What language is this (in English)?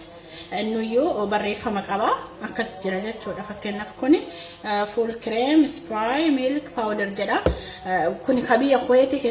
Oromo